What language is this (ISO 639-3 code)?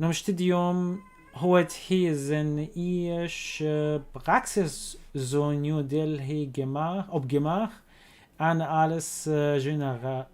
apc